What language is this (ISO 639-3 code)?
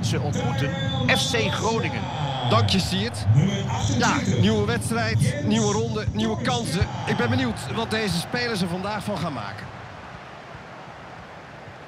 nld